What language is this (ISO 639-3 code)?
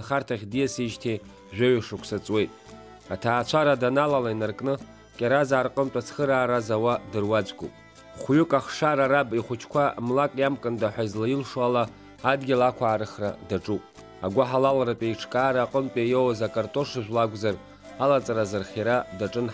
abk